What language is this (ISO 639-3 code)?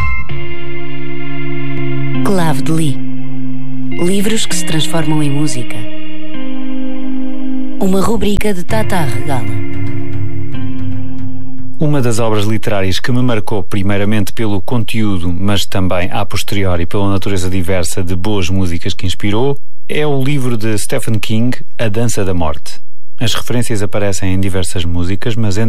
por